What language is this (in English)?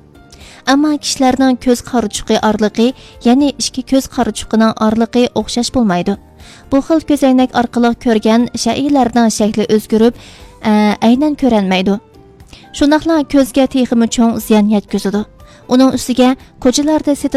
Uyghur